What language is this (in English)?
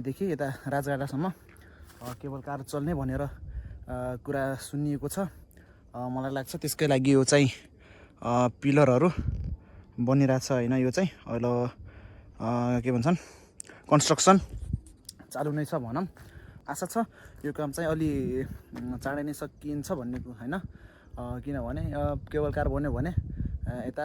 Nepali